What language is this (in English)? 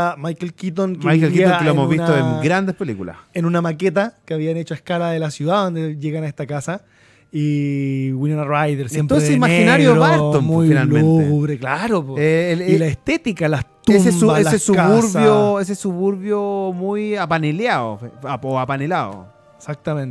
Spanish